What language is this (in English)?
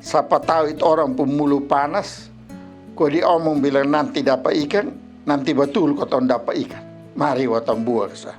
Kupang Malay